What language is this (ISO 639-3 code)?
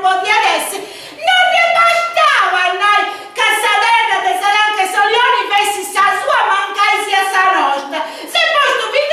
srd